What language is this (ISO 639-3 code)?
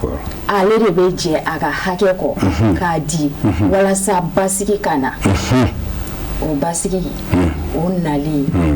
bam